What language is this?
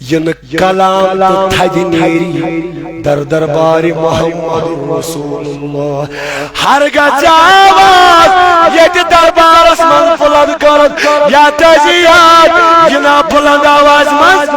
Kashmiri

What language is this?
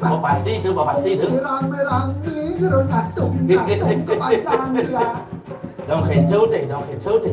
Balinese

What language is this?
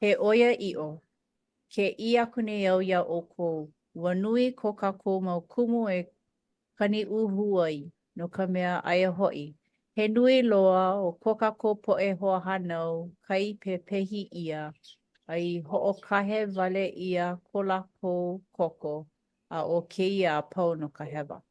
Hawaiian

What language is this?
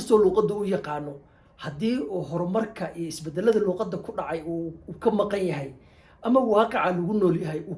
Somali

